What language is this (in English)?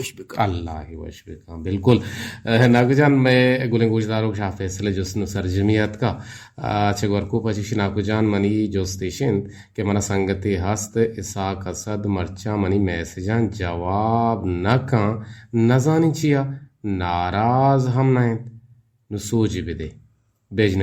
Eastern Balochi